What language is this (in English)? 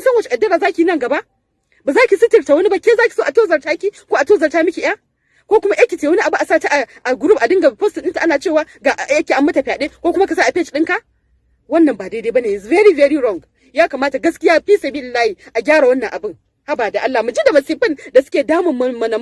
Hausa